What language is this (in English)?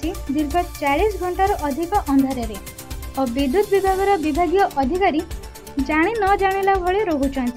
Odia